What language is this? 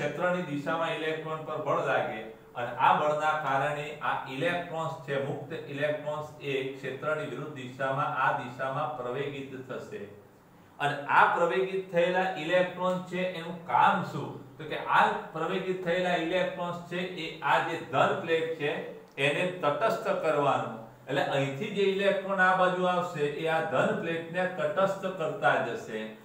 Gujarati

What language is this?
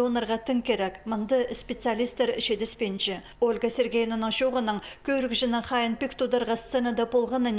Khakas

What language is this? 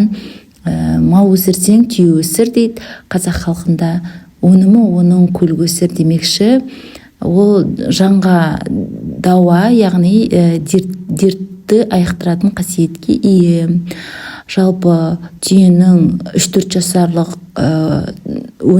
Kazakh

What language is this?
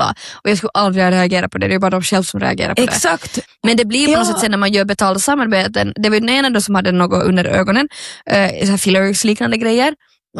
Swedish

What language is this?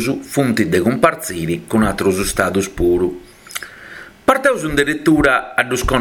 Sardinian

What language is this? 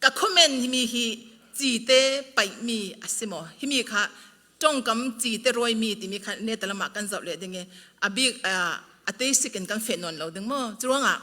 Falam Chin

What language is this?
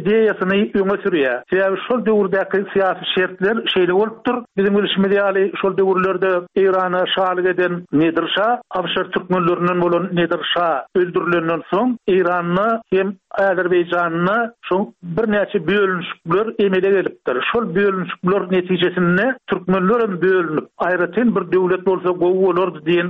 Turkmen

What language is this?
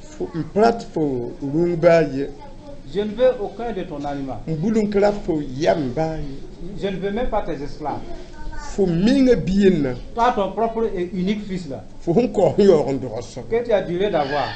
Mossi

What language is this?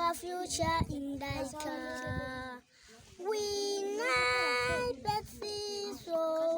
Ganda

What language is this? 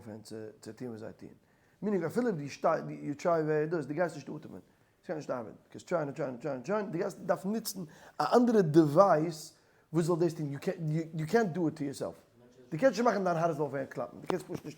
Yiddish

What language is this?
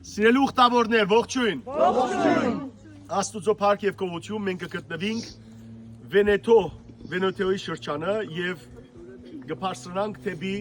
Western Armenian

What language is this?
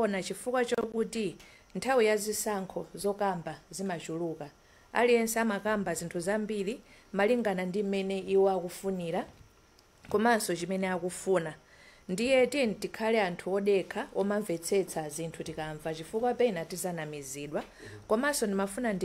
Nyanja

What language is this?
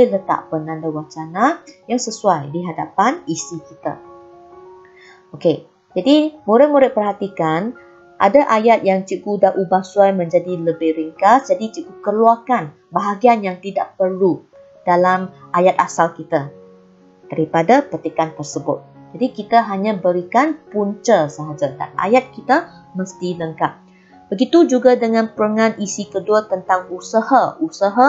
Malay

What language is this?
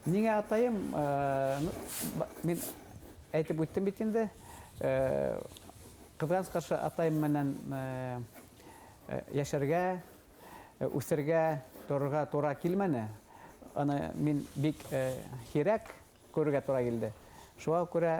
Bashkir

